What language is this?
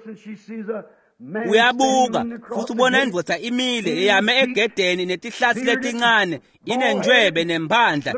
Swati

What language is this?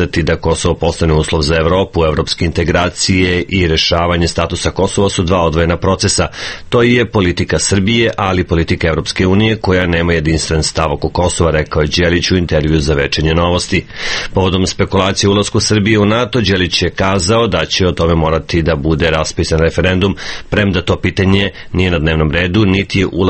Serbian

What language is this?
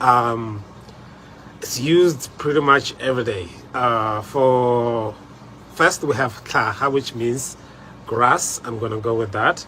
Tswana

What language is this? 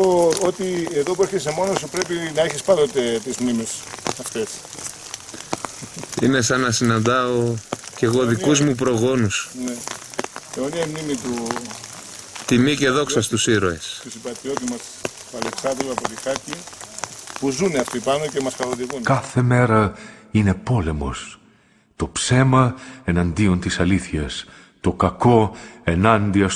Greek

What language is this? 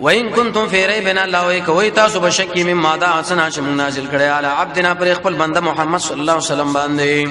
Pashto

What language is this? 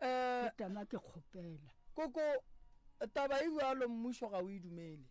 Northern Sotho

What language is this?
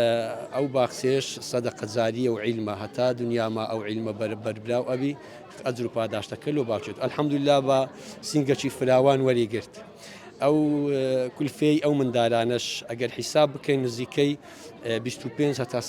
Central Kurdish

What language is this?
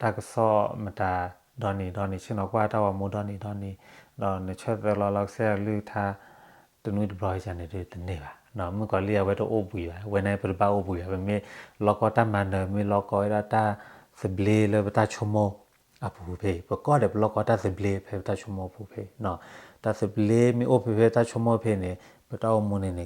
S'gaw Karen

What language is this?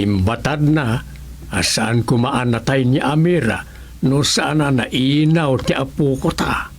Iloko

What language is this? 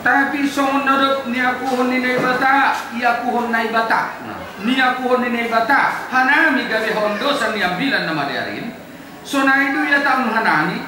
Batak Simalungun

